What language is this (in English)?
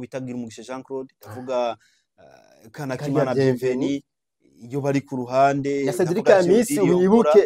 Rundi